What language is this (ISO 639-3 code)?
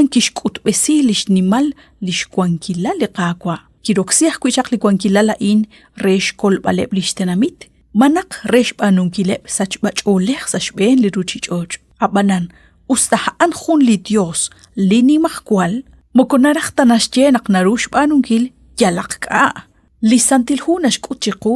kek